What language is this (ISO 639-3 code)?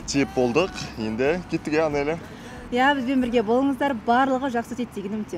kaz